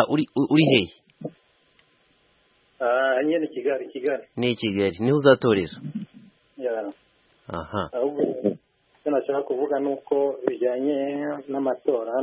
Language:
Kinyarwanda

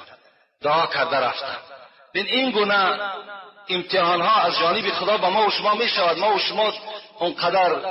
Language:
Tajik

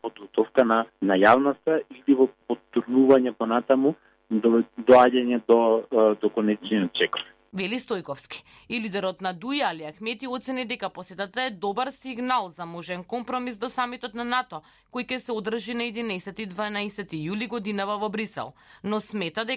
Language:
Macedonian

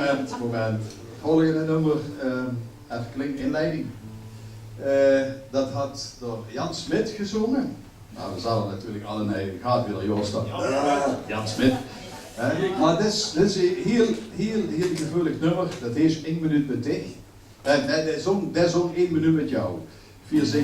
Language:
Limburgish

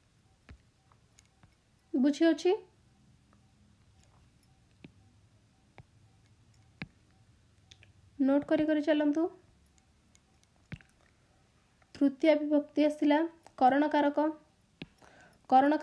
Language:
Odia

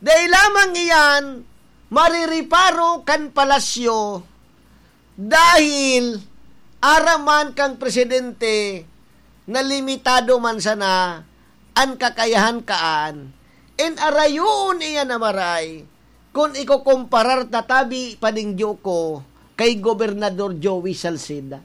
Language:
Bikol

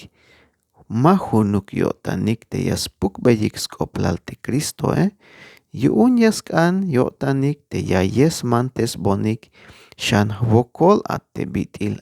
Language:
Tzeltal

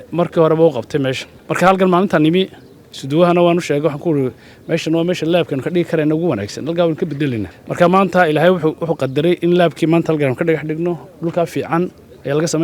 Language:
Somali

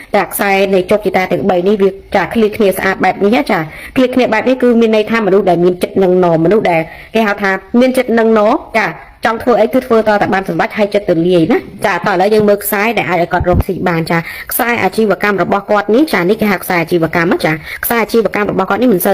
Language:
Khmer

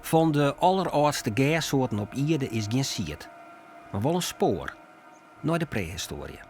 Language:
Western Frisian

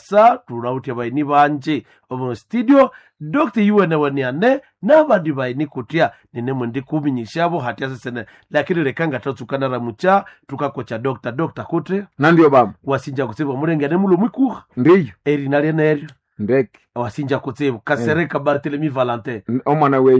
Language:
Nande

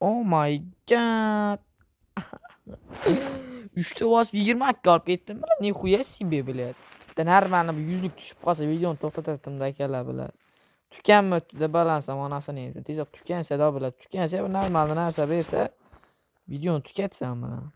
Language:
Uzbek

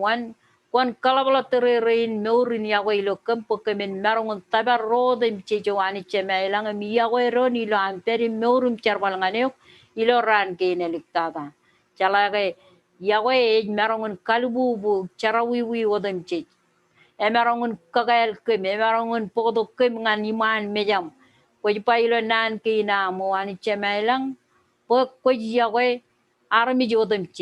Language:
Marshallese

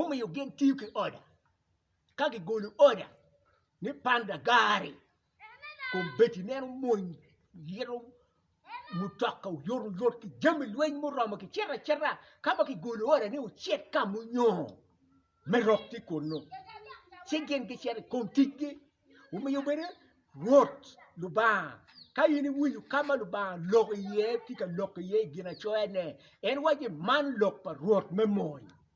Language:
Acoli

